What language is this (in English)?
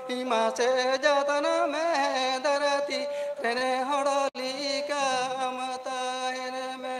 Santali